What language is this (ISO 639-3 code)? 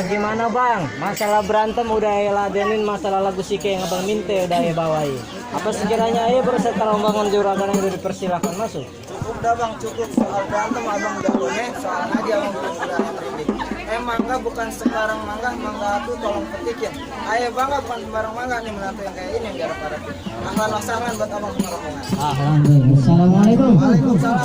bew